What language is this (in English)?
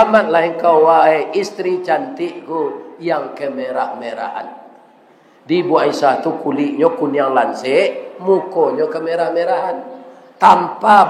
Minangkabau